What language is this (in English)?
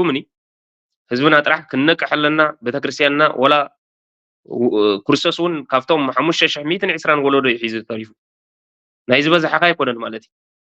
Tigrinya